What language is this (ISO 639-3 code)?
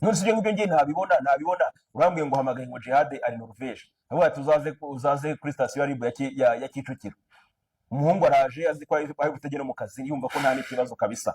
kin